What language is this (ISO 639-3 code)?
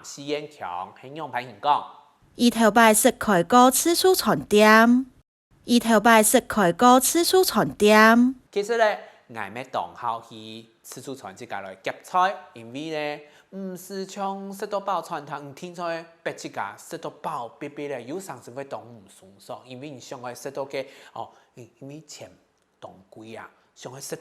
hak